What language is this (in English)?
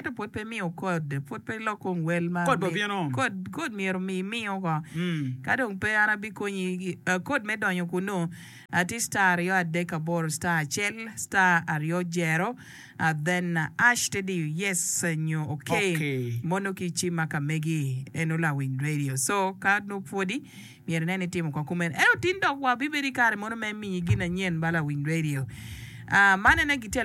Acoli